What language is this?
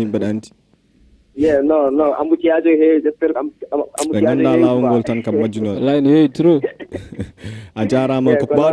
Fula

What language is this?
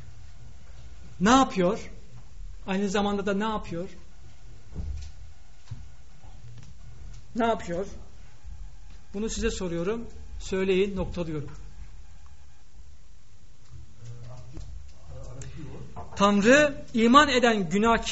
Turkish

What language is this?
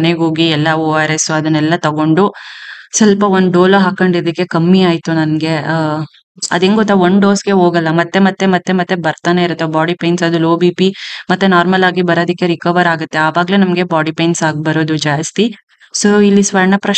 Kannada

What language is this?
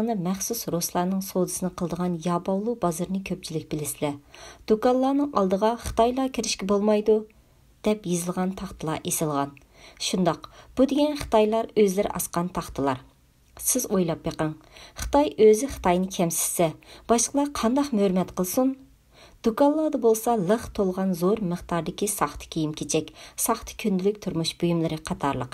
Uyghur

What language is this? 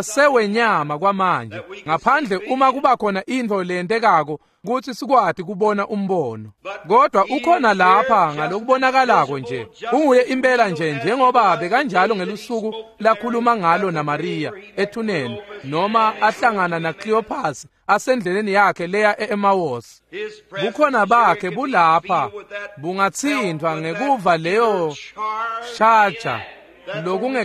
Swati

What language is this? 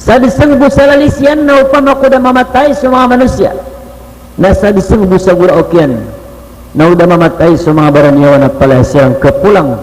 Maranao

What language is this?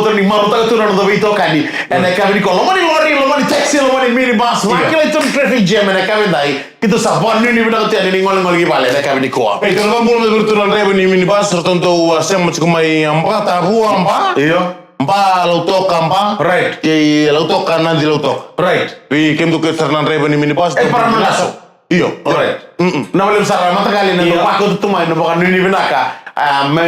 Fijian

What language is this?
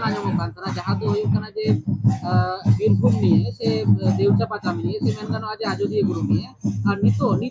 Santali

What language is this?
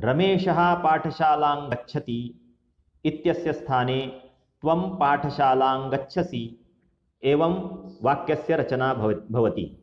Sanskrit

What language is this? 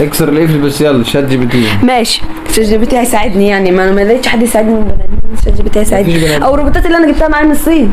Egyptian Arabic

